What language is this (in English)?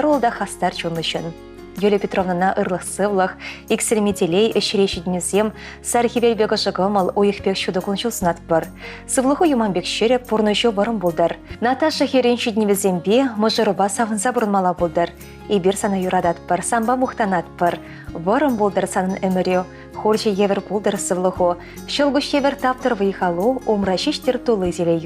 Chuvash